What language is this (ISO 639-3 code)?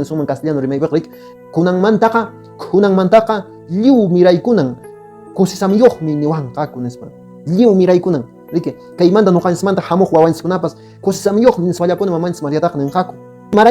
que